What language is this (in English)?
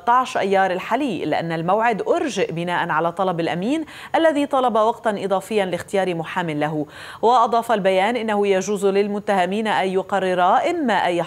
Arabic